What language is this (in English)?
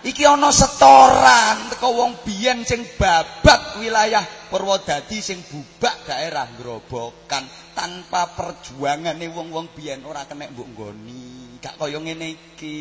Javanese